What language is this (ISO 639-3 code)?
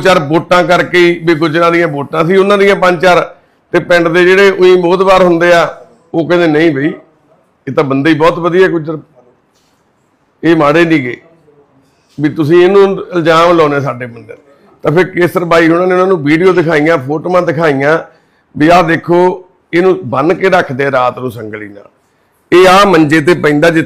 pan